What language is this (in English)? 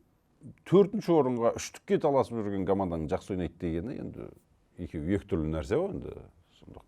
Kazakh